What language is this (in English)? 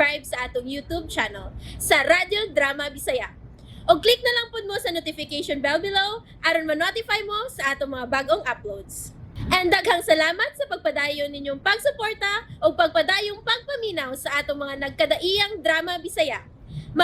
Cebuano